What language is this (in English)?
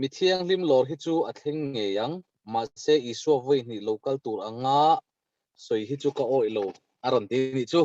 Mizo